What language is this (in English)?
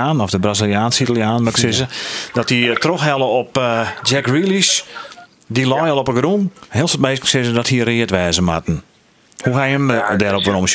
Western Frisian